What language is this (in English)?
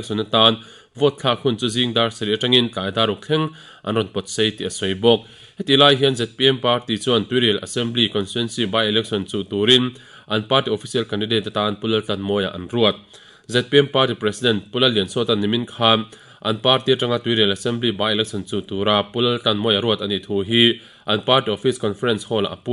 Mizo